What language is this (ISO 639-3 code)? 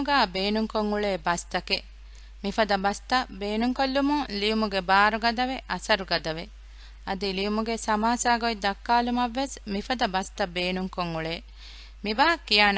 div